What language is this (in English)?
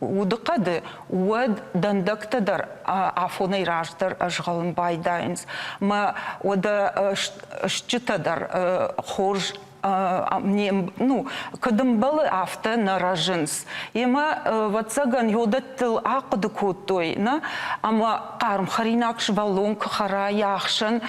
Ossetic